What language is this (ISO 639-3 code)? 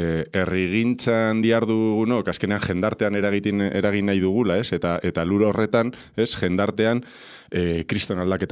eus